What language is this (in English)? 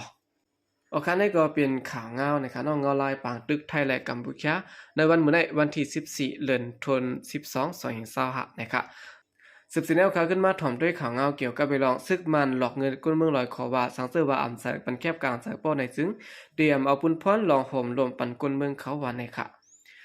Shan